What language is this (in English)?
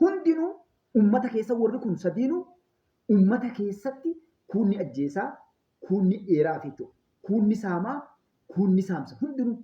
Oromo